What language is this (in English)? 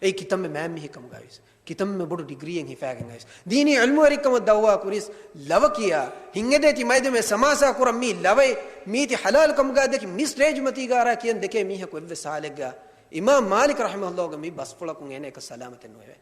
Divehi